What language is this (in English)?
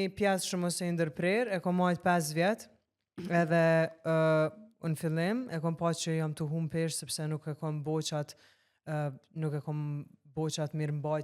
Albanian